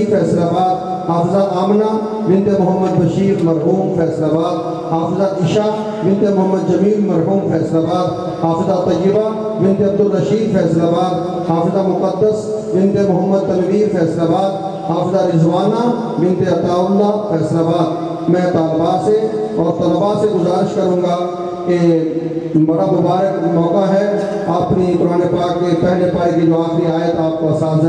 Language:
Urdu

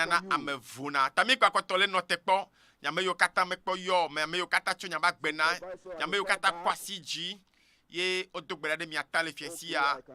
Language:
Ewe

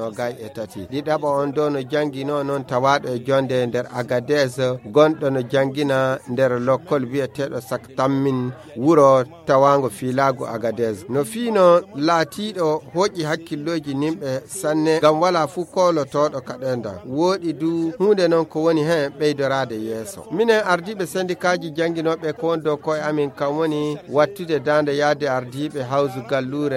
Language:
Fula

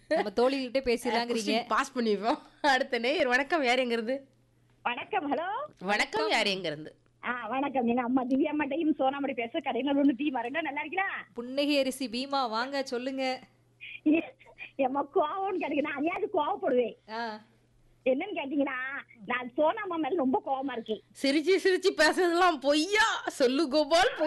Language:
Tamil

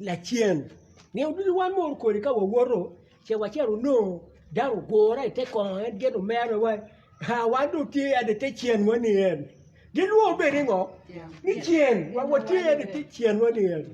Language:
Acoli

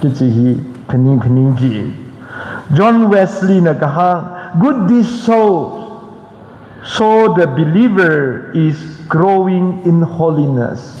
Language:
Tangkhul Naga (India)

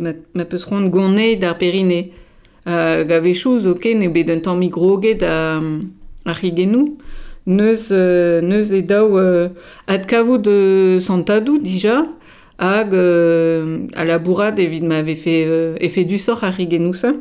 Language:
Breton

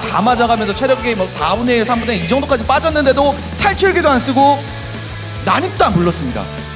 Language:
Korean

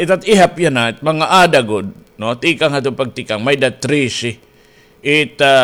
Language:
Waray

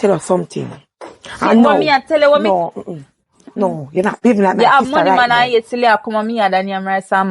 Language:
Jamaican Creole English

